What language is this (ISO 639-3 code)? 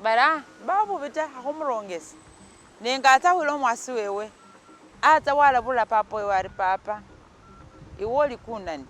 myx